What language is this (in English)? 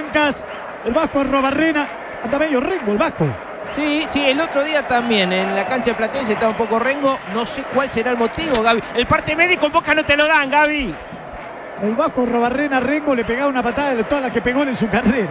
Spanish